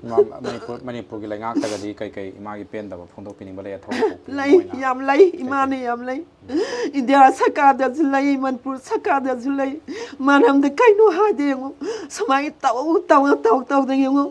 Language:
Manipuri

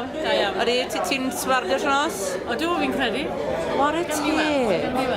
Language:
Welsh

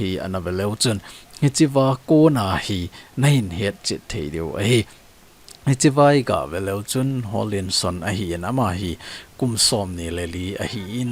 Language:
Thado Chin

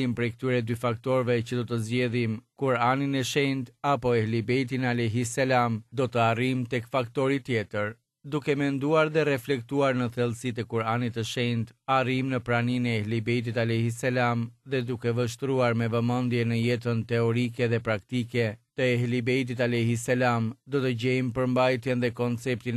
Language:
Albanian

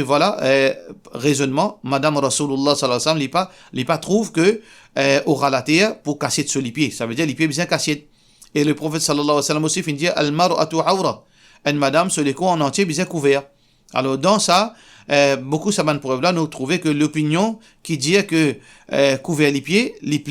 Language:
Morisyen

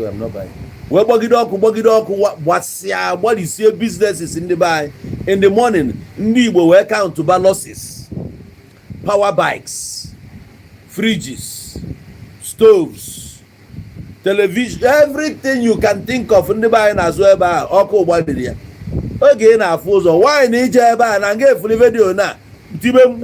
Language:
Igbo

